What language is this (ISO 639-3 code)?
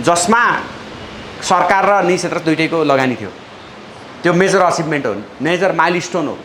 nep